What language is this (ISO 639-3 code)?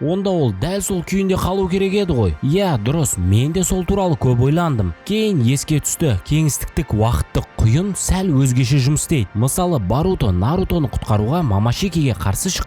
kaz